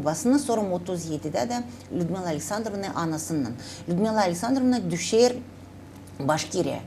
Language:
Gagauz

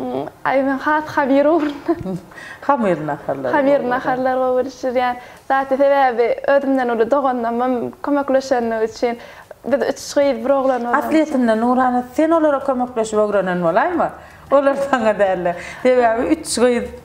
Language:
Turkmen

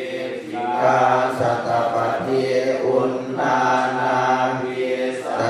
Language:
Pali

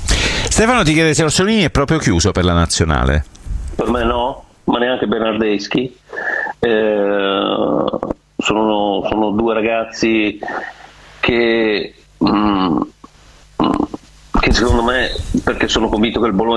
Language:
Italian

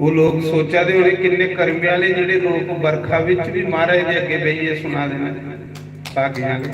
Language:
Dogri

